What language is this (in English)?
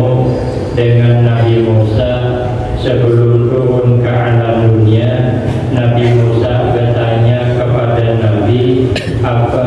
Banjar